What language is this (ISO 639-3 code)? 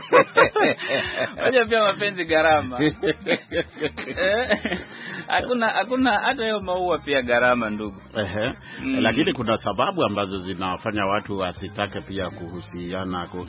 swa